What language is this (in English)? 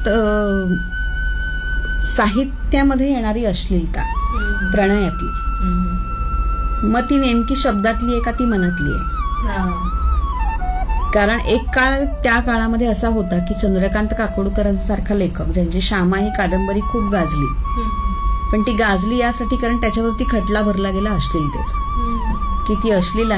Marathi